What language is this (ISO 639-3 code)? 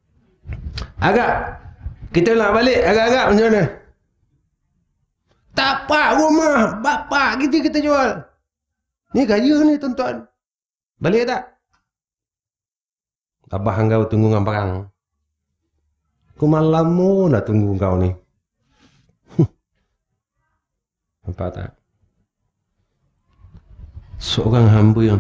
msa